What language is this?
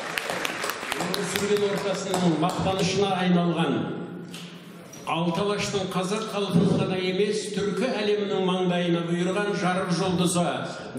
Kazakh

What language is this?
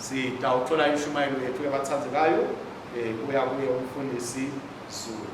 Swati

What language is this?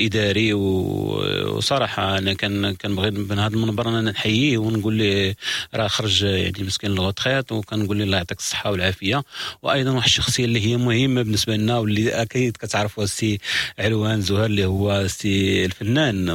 Moroccan Arabic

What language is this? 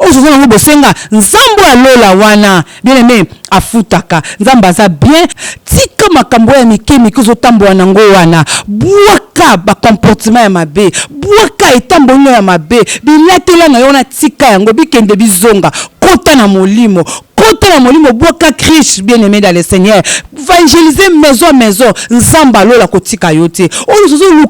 Lingala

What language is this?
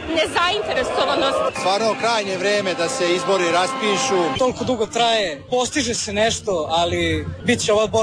Croatian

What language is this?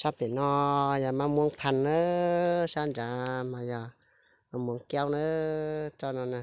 Hmong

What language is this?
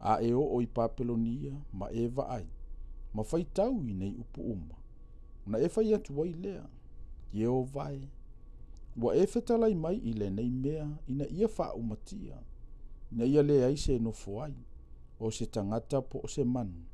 Samoan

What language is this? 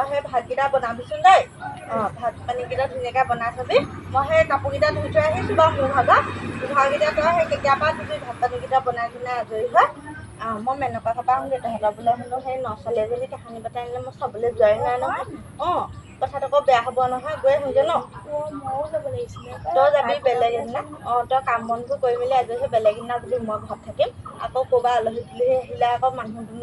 Assamese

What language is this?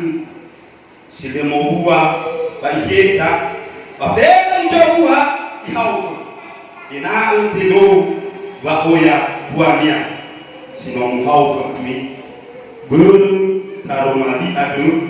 Nias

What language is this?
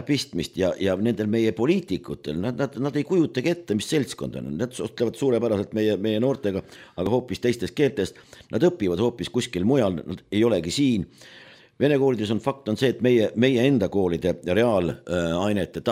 Estonian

